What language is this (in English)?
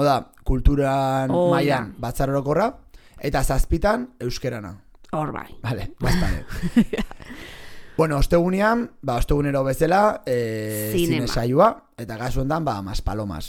Basque